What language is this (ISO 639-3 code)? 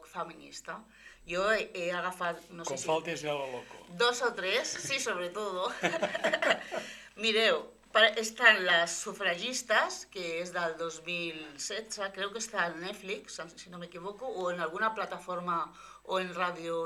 cat